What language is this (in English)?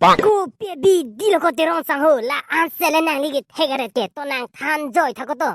Karbi